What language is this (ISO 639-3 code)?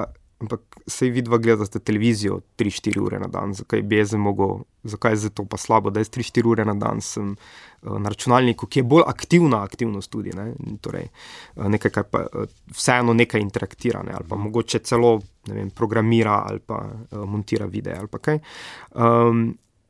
slv